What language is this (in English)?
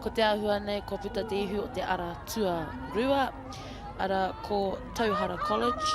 Māori